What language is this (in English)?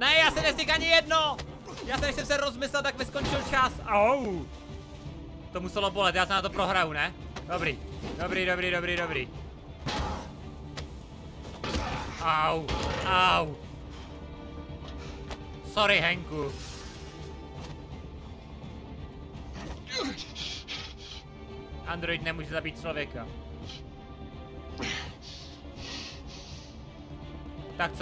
Czech